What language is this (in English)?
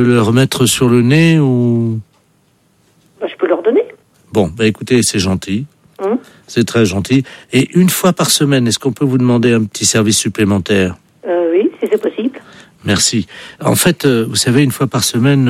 French